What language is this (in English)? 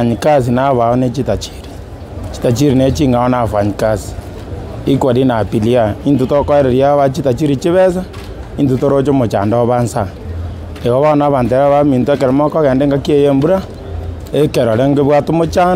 Gusii